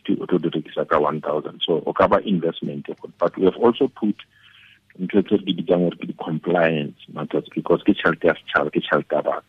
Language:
Tswana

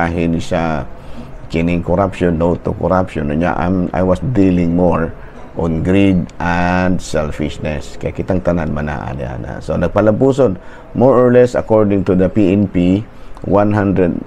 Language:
Cebuano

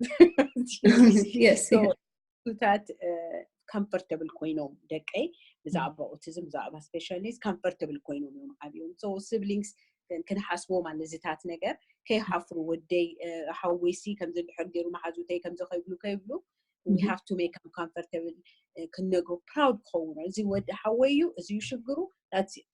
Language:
Tigrinya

